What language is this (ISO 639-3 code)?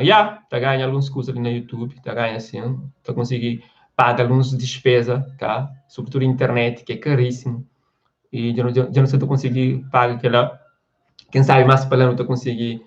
kea